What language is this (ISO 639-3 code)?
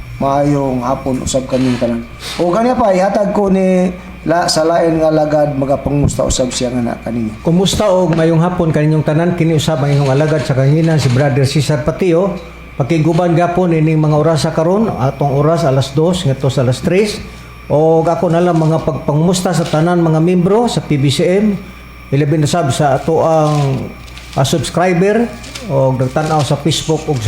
ceb